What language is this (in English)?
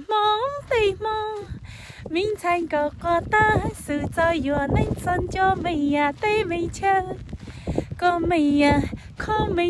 Hmong